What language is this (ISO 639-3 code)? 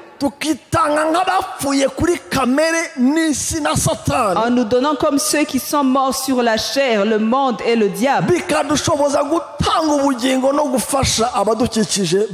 kin